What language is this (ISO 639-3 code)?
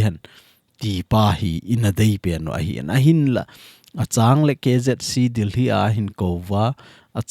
tcz